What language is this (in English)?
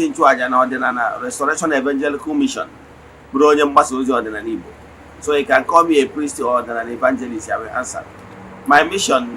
Igbo